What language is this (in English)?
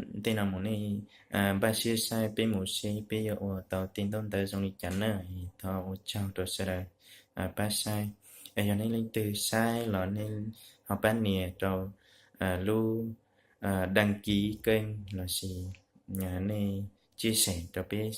Hmong